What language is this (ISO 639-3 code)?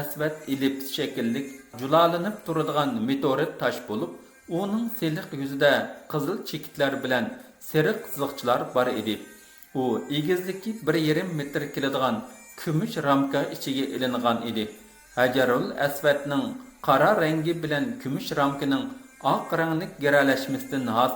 uig